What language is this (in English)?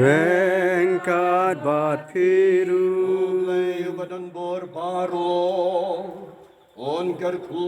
Khasi